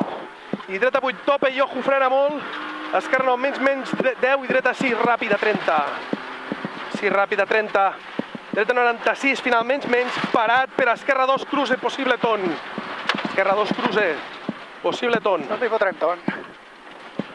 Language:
Catalan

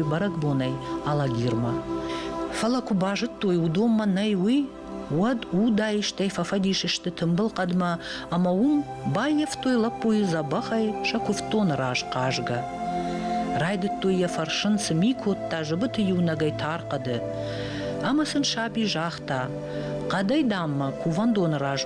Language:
Ossetic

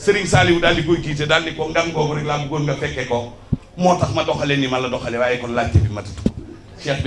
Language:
Wolof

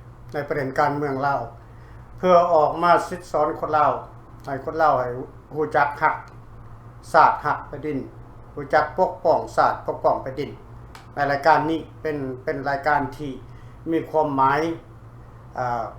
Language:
Lao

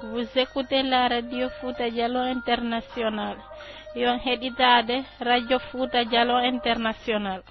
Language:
Pular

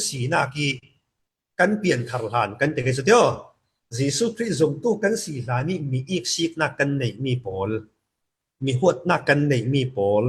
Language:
Falam Chin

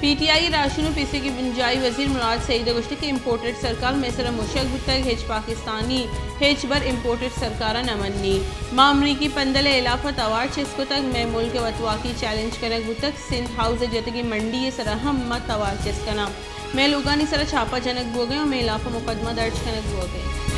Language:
Baluchi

